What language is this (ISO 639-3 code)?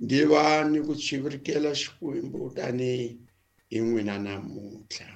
tso